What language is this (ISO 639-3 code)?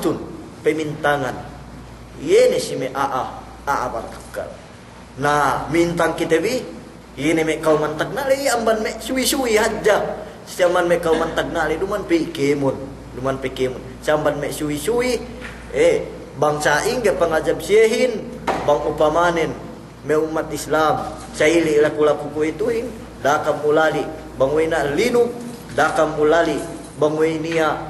yka